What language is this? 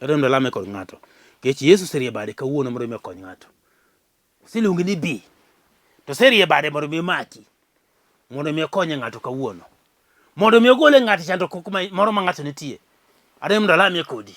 Luo (Kenya and Tanzania)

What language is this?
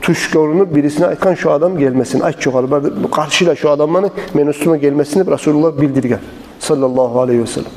Kumyk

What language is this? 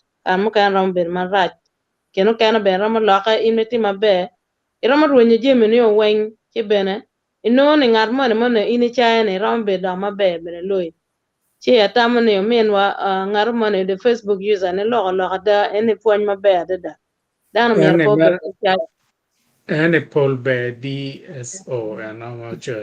Acoli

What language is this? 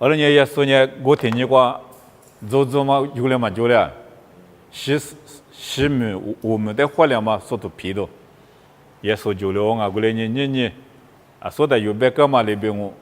Lisu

